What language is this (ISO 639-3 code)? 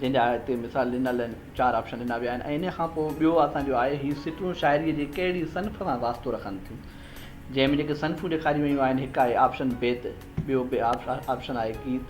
snd